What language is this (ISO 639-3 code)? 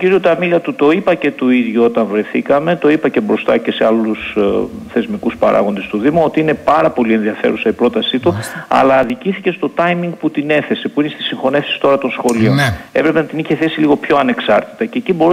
ell